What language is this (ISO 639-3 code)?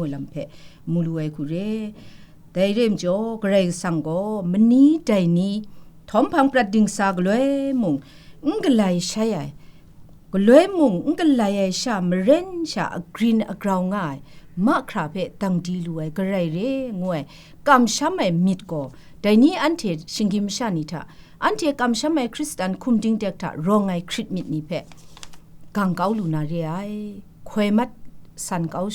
kac